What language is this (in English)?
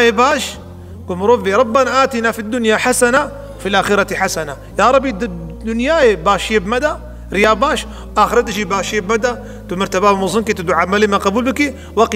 Kurdish